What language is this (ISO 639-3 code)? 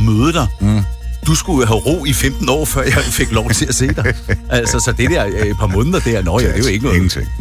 dan